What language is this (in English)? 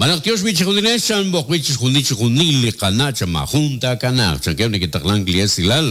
Kekchí